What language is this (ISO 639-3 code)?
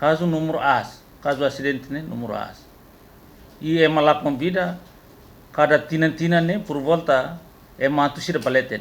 tet